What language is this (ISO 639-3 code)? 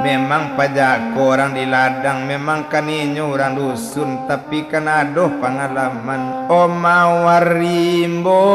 min